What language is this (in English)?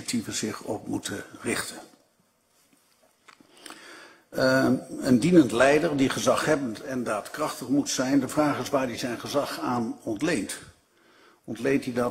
Dutch